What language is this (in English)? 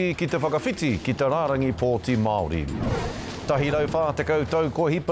Māori